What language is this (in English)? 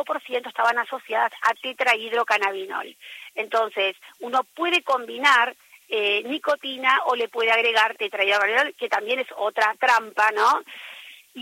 Spanish